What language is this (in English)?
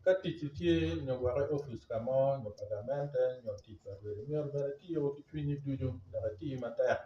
Acoli